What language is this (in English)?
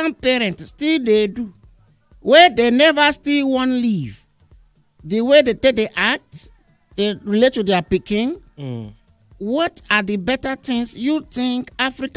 Nigerian Pidgin